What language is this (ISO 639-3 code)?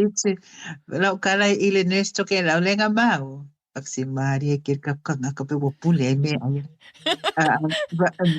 smo